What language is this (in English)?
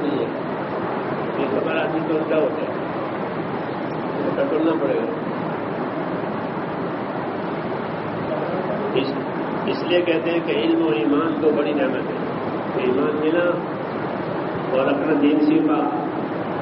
Urdu